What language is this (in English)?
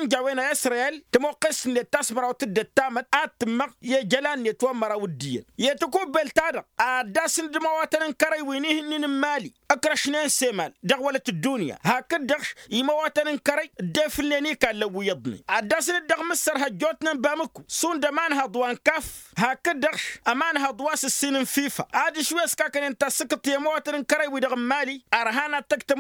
Tamasheq